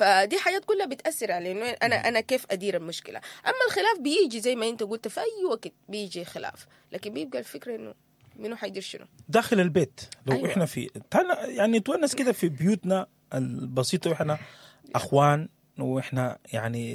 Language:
Sudanese Arabic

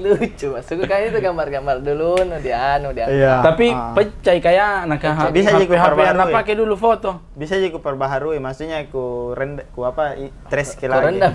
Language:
Makassar Malay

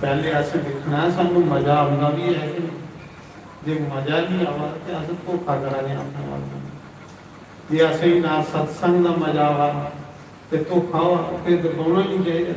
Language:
Dogri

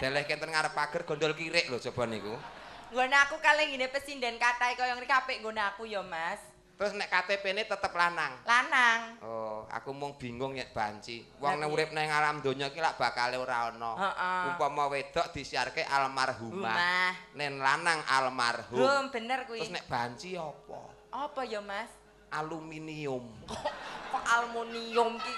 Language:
Javanese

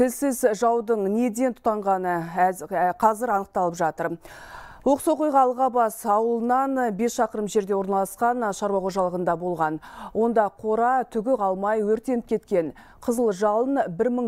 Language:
Kazakh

